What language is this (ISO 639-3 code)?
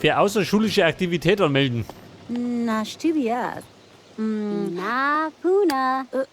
bar